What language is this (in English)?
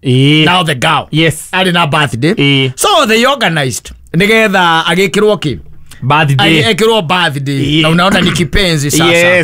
Kikuyu